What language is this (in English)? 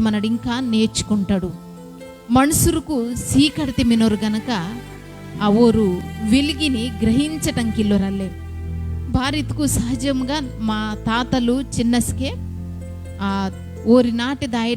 Koya